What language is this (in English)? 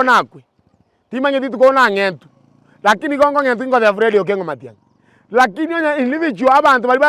Gusii